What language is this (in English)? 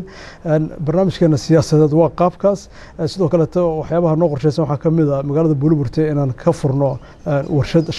Somali